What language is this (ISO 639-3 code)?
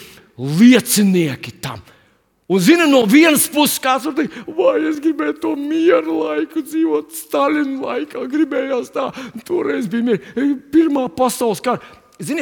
lav